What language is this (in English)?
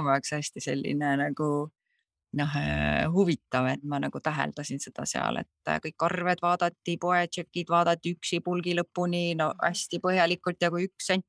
Estonian